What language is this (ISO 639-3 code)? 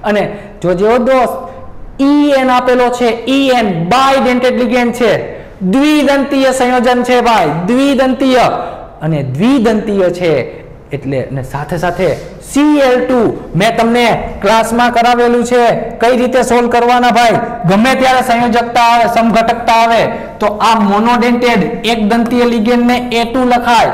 guj